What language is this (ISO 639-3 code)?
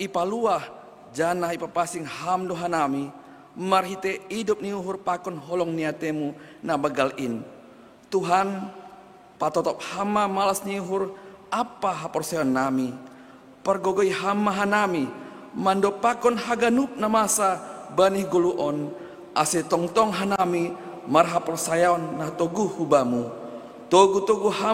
bts